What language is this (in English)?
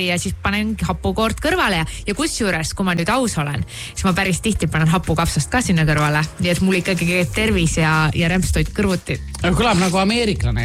Estonian